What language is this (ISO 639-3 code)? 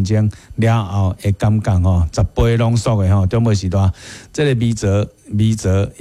nan